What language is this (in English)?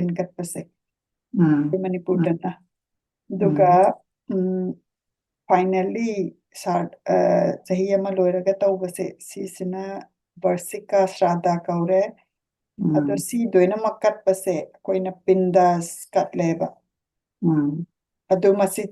Manipuri